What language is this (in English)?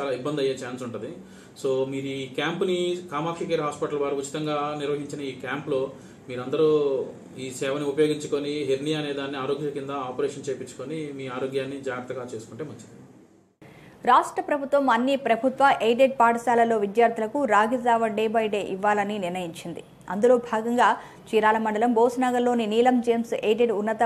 Telugu